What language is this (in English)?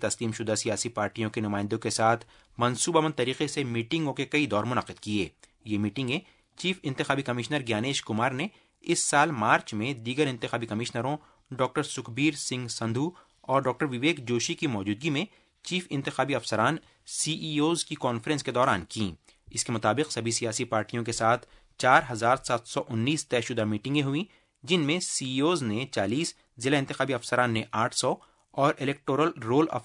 Urdu